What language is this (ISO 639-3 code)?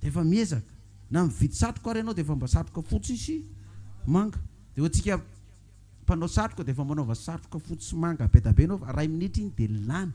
mlg